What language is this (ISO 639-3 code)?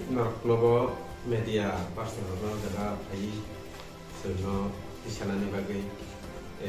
ria